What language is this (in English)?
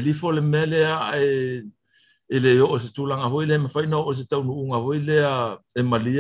Samoan